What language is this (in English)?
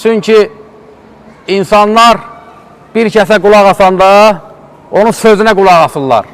Azerbaijani